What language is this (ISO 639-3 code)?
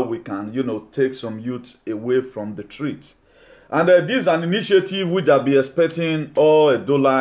eng